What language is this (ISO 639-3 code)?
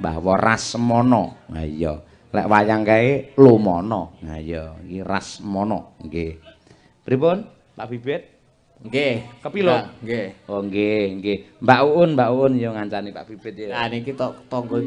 jav